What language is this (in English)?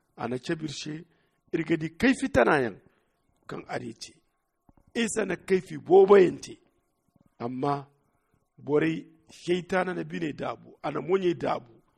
Zarma